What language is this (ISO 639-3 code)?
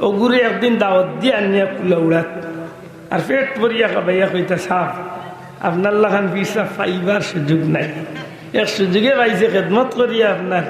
syl